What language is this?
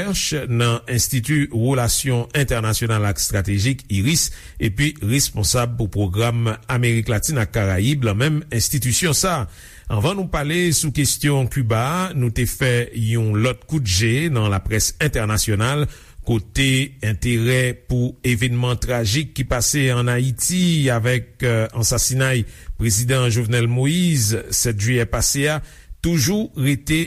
Haitian Creole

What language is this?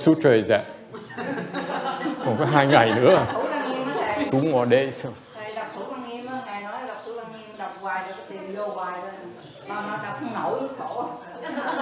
Vietnamese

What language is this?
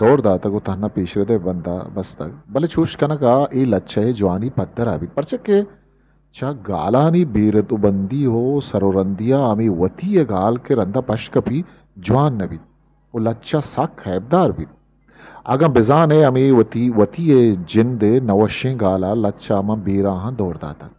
Eastern Balochi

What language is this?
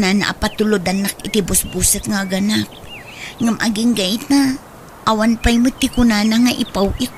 Iloko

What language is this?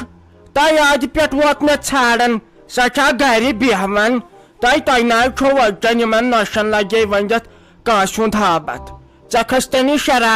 Kashmiri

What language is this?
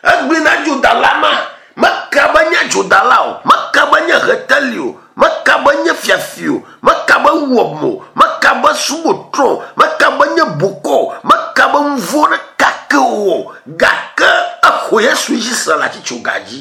Ewe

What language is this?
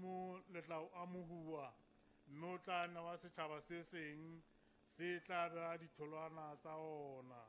Southern Sotho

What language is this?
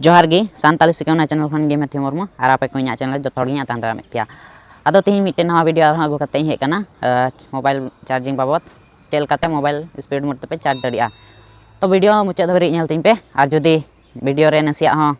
Santali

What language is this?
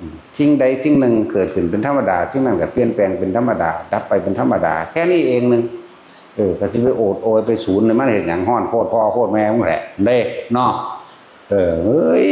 Northeastern Thai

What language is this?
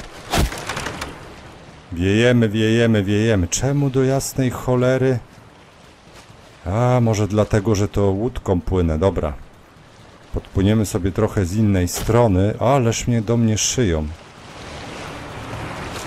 Polish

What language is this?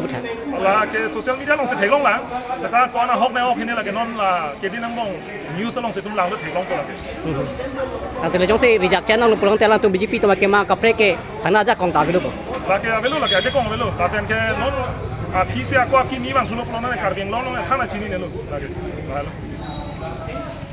Karbi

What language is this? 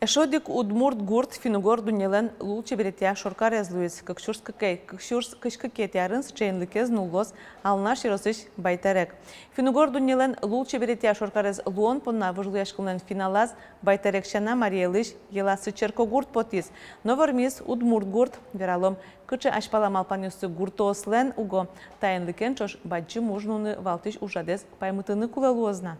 Udmurt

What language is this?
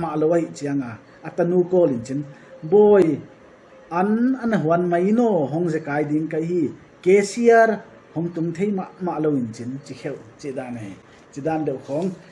Paite Chin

